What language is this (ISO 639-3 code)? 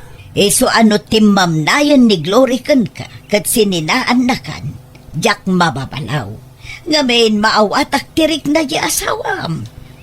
ilo